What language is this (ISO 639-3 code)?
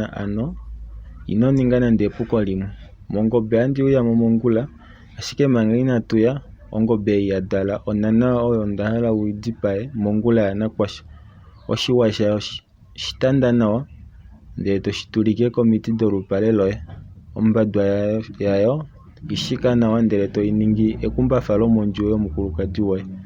kua